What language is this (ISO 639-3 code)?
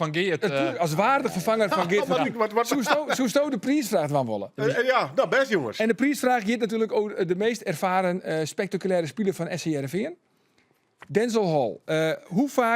fry